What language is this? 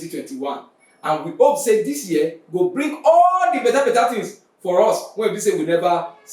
Nigerian Pidgin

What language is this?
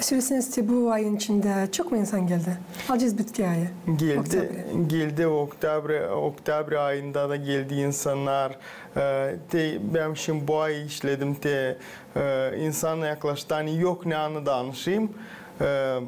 Gagauz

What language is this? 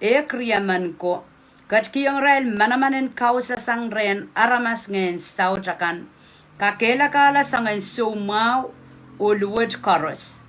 Pohnpeian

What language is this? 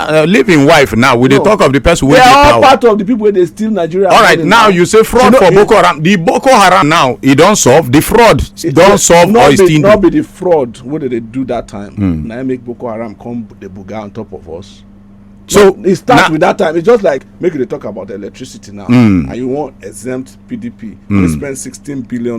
Nigerian Pidgin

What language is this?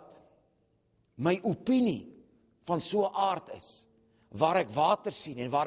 Afrikaans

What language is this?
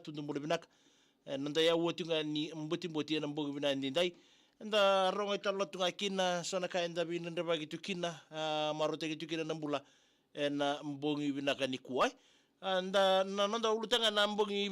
Fijian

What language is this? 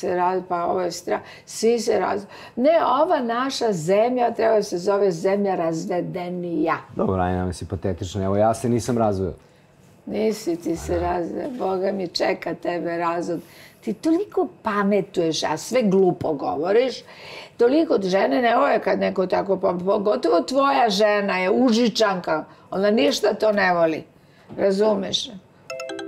Serbian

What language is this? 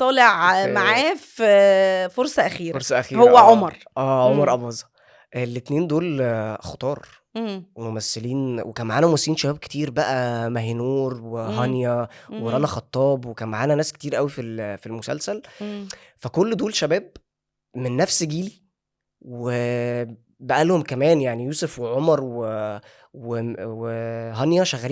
Egyptian Arabic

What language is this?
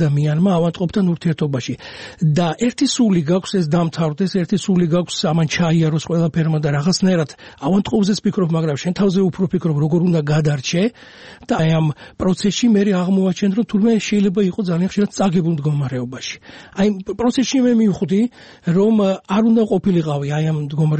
Georgian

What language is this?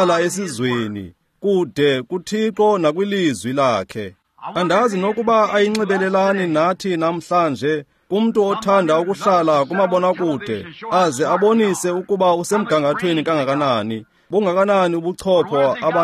Xhosa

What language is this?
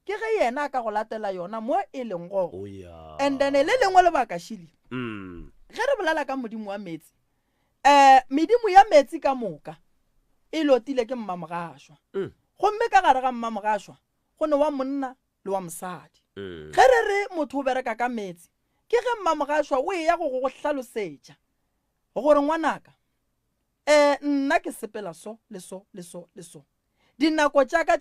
Northern Sotho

